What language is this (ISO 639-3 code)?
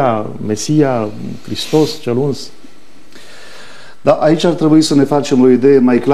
ron